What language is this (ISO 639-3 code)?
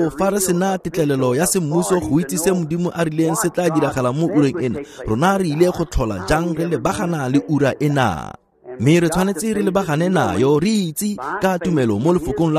tsn